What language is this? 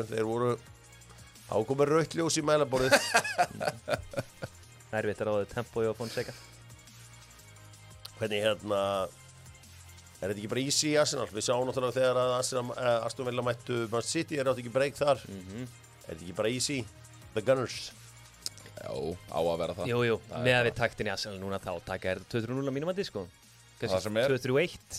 Icelandic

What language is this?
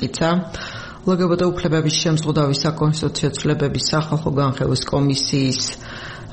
Georgian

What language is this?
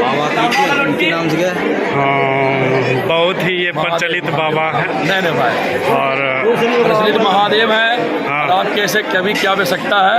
Angika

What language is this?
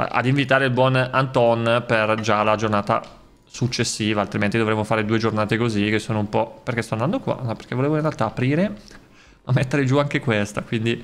Italian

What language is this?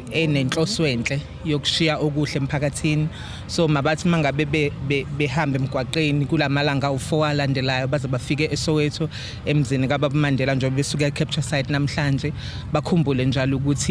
Zulu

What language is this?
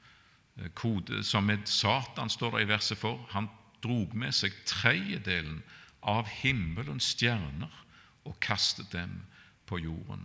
Norwegian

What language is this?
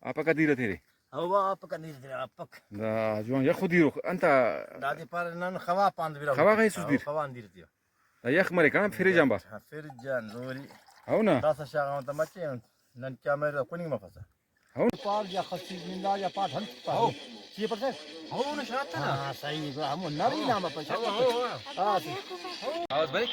Brahui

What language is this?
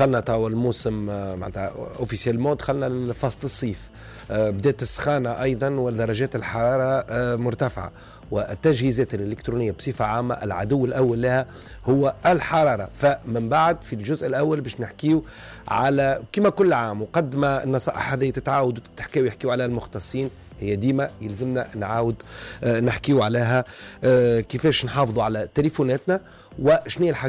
Tunisian Arabic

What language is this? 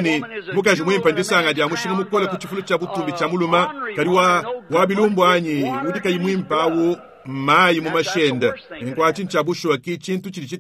Luba-Lulua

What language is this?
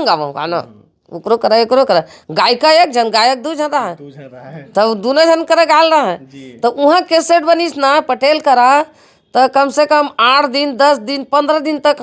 Chhattisgarhi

